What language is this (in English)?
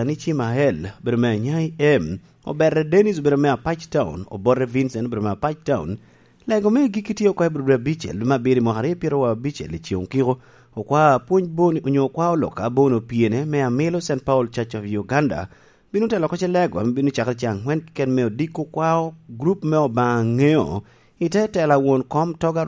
Lango (Uganda)